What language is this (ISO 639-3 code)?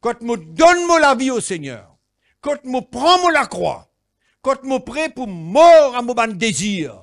mfe